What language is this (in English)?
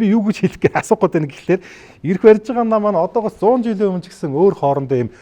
Mongolian